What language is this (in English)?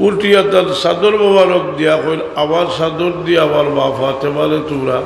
Sylheti